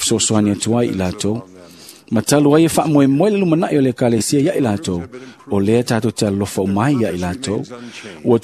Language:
Samoan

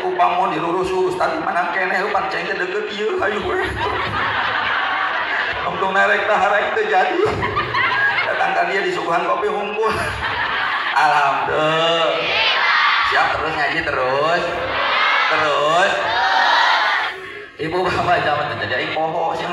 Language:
Sundanese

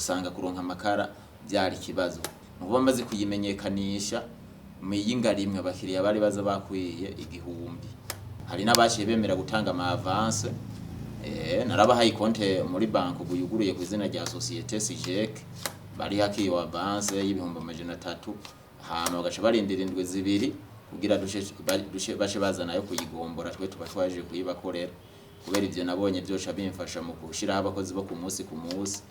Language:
Rundi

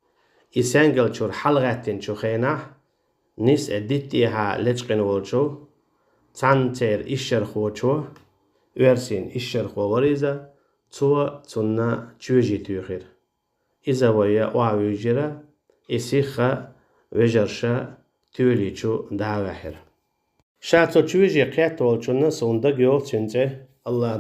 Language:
Chechen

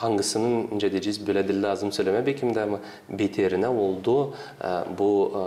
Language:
Gagauz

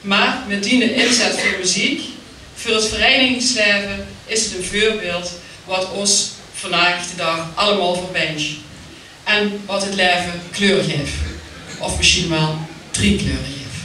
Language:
Limburgish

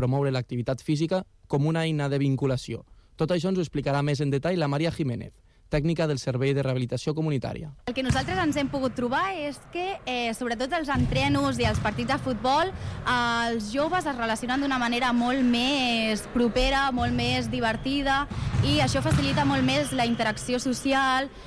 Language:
Catalan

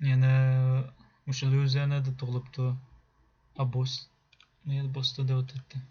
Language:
Uyghur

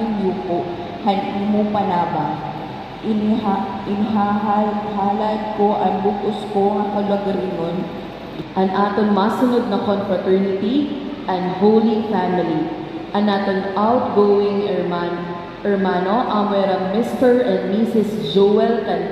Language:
Waray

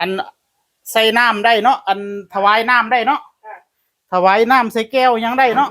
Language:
Northeastern Thai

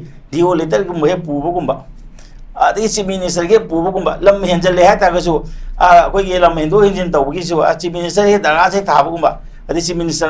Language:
Manipuri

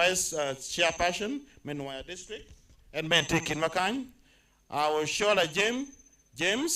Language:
Acoli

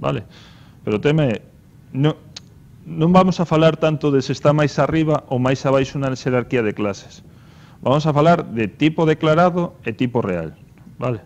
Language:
Galician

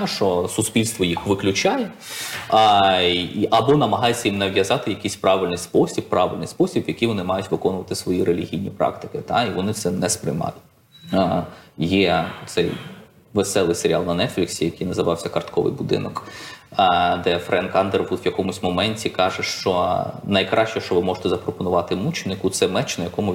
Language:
Ukrainian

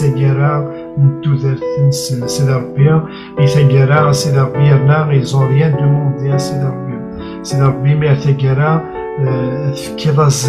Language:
Kabyle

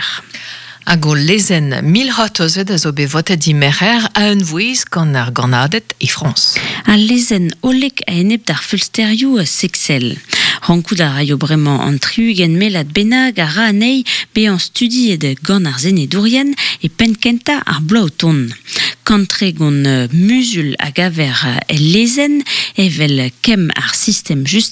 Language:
Breton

